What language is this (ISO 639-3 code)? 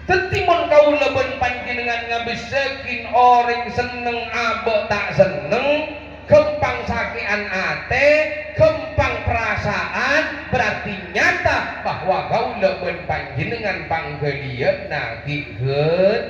mad